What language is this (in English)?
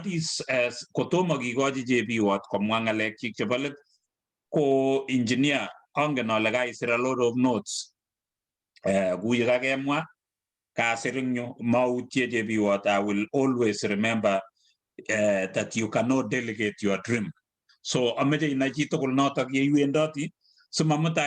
Kalenjin